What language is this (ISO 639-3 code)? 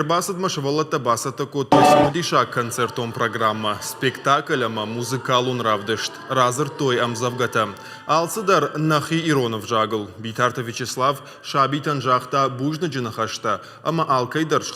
oss